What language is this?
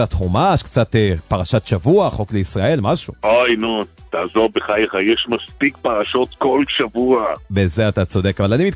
Hebrew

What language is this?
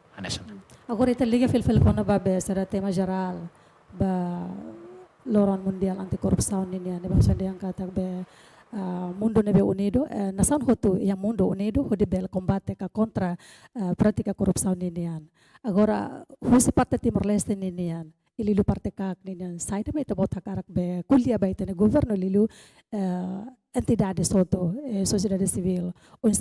Tetum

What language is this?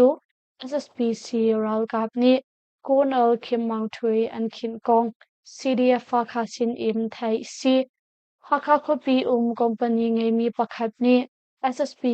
Hakha Chin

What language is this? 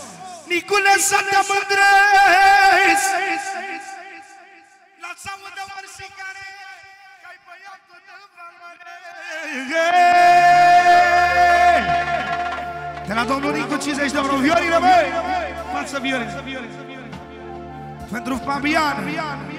Romanian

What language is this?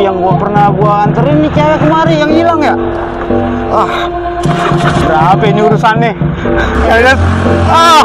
Betawi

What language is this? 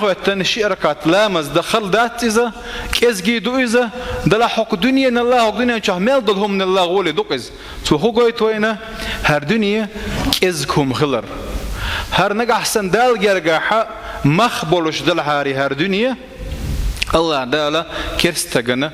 Chechen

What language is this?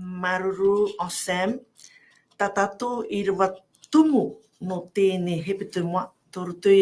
Tahitian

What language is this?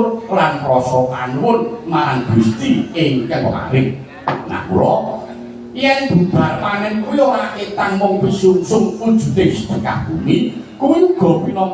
Javanese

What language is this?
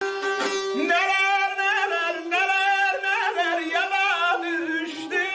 South Azerbaijani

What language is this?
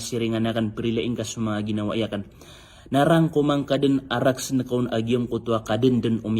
Maranao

